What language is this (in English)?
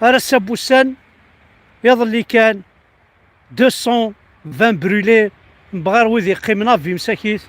Kabyle